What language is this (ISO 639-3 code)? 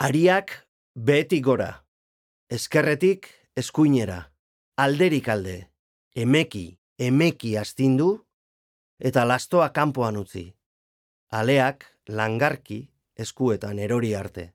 eus